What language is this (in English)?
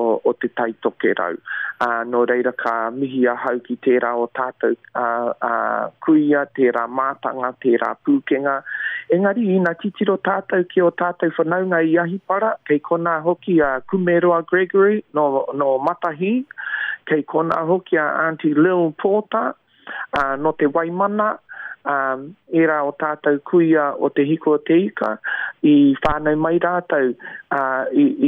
Māori